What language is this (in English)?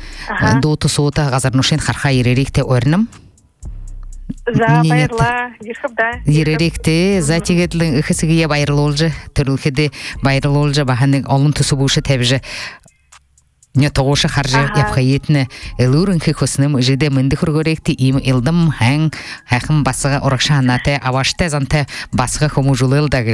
Buriat